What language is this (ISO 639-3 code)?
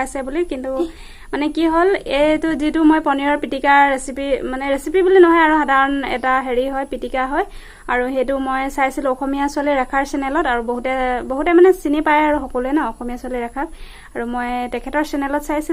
asm